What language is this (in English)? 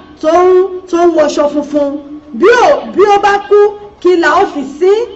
Yoruba